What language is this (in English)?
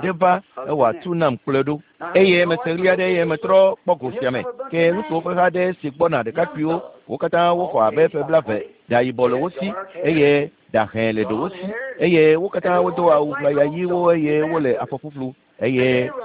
Ewe